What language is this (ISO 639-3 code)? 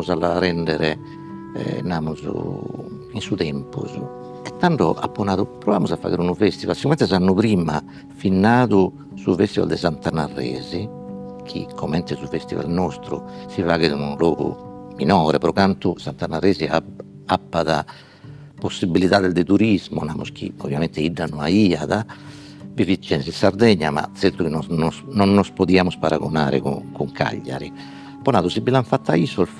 srd